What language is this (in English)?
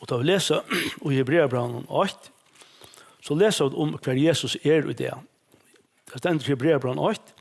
Faroese